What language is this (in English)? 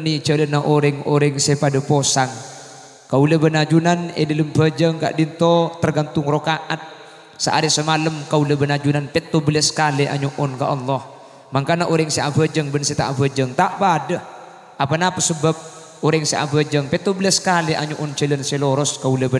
Madurese